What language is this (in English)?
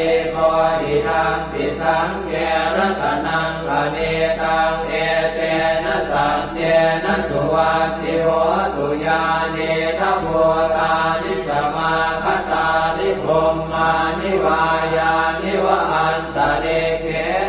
Pali